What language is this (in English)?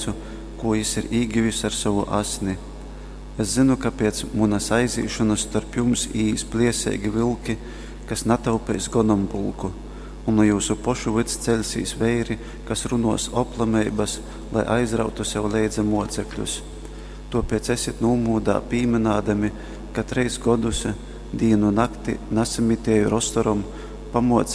Latgalian